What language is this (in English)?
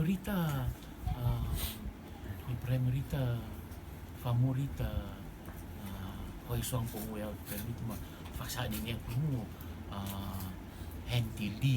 Rotuman